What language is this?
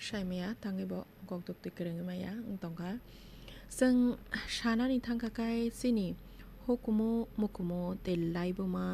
Kok Borok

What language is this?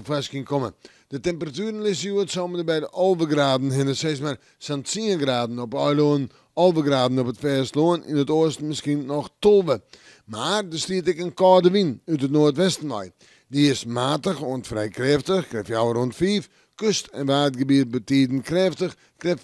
Western Frisian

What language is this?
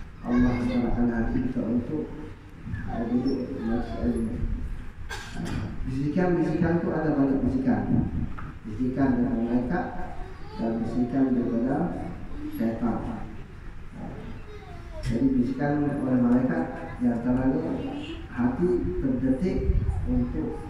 Malay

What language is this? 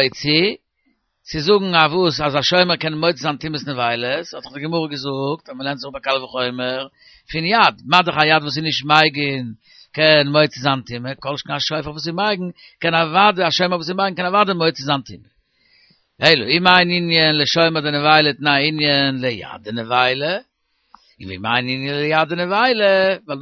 Yiddish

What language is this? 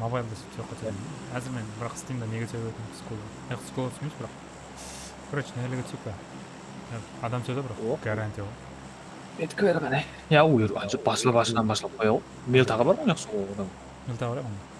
Kara-Kalpak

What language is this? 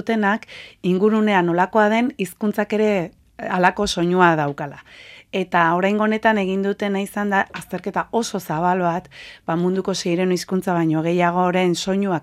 Basque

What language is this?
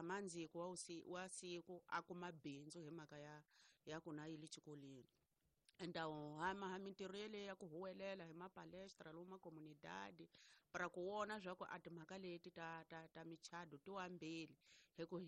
Tsonga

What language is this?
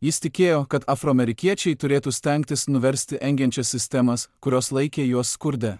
Lithuanian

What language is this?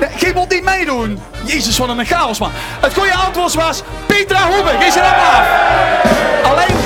Limburgish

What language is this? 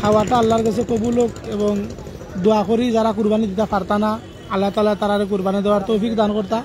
Sylheti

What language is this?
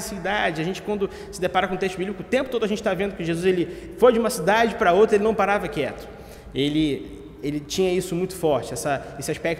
Portuguese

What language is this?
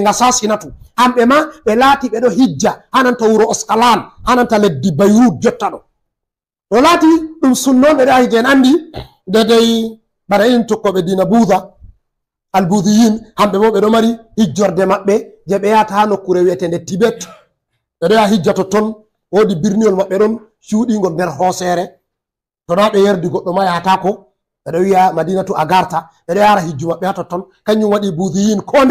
Fula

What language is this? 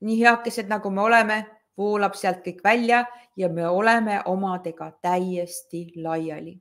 Estonian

